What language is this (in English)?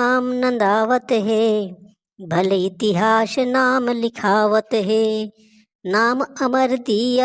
Chhattisgarhi